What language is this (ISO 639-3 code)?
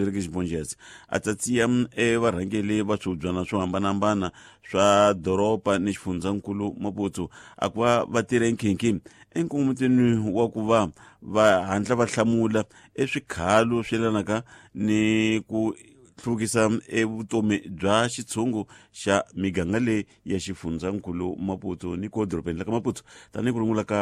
tso